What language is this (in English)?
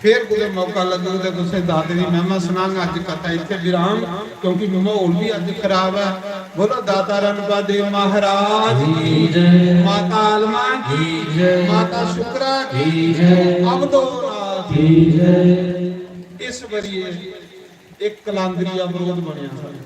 Dogri